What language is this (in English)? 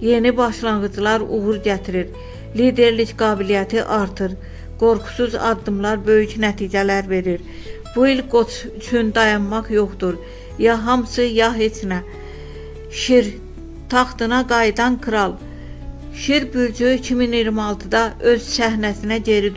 Azerbaijani